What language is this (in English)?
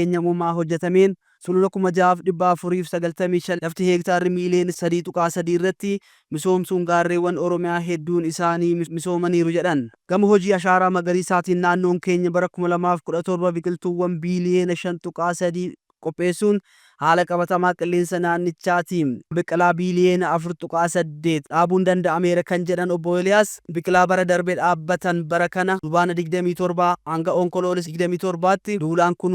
Oromo